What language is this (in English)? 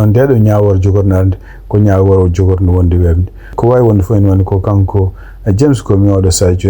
Fula